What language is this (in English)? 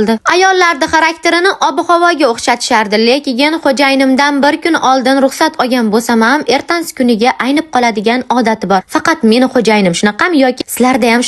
Uzbek